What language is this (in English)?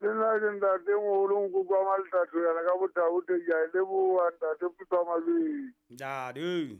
Southern Sotho